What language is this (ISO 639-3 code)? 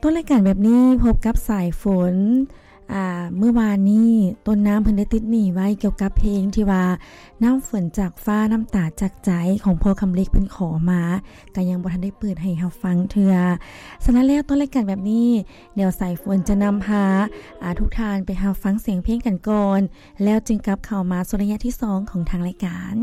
lao